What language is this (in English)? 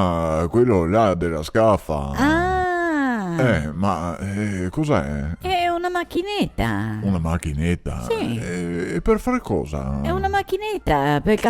Venetian